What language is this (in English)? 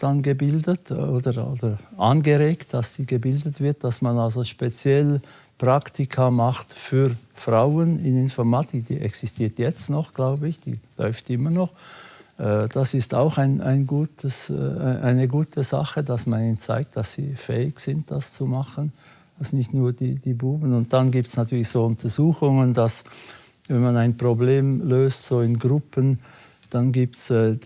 Swiss German